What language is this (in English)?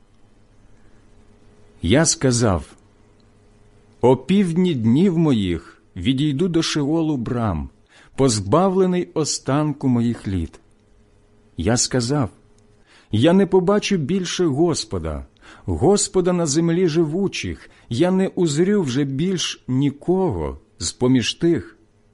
Ukrainian